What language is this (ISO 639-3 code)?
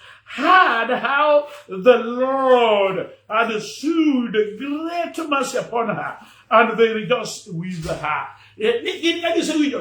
luo